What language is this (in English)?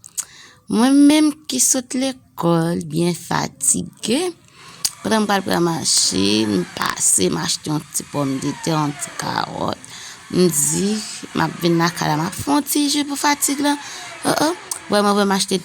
Haitian Creole